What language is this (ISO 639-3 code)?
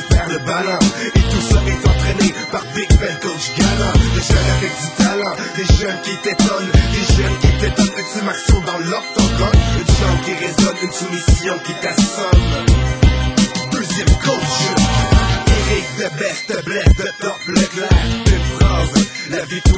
fra